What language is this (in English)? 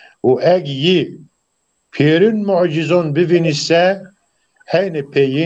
Zaza